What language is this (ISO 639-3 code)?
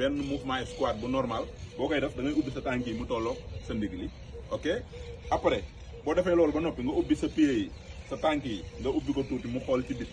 wol